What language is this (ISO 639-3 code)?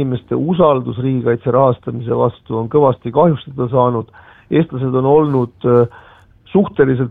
est